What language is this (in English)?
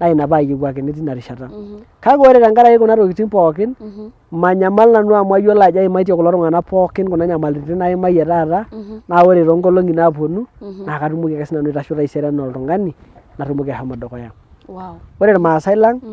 Masai